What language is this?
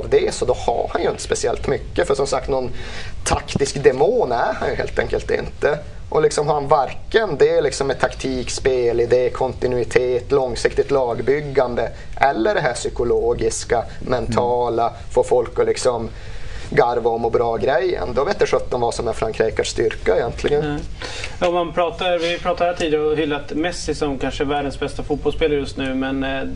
Swedish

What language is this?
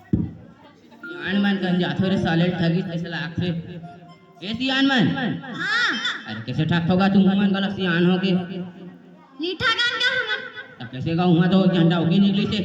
Chhattisgarhi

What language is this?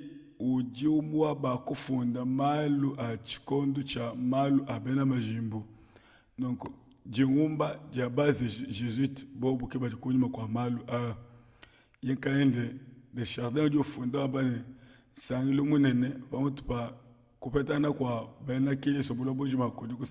Luba-Lulua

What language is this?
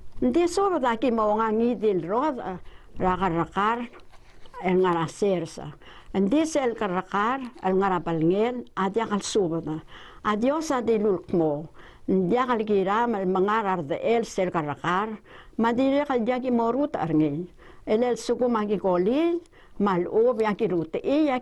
Palauan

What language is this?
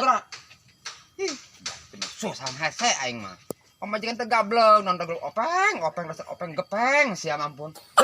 Sundanese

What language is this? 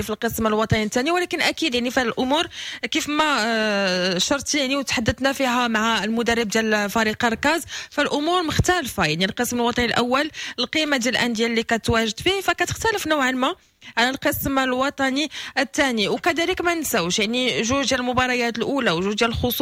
Moroccan Arabic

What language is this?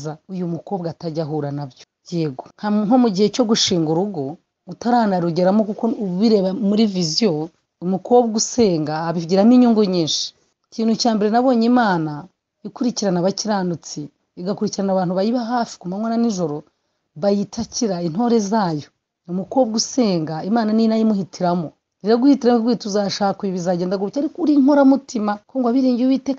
Kinyarwanda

